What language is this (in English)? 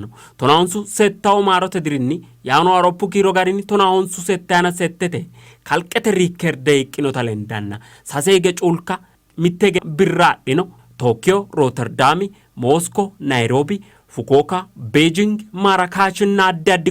Sidamo